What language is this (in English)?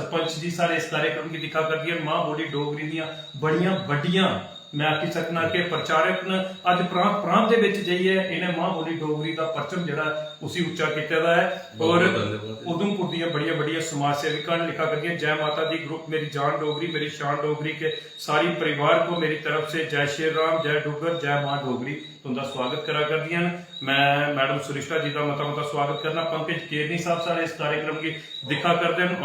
Dogri